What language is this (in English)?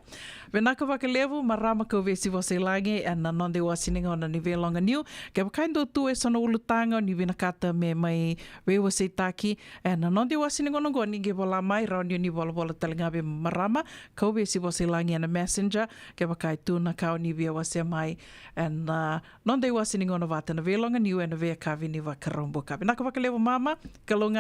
Fijian